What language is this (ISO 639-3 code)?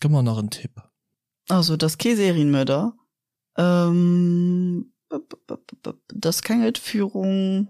ltz